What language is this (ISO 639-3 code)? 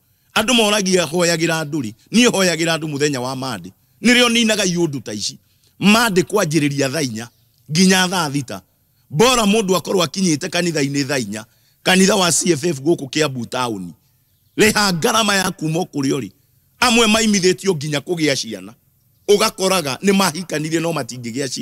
kik